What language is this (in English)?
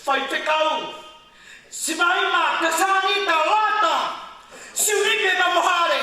Tongan